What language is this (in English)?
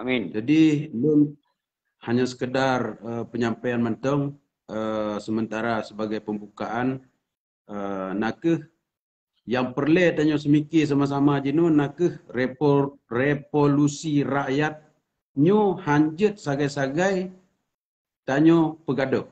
Achinese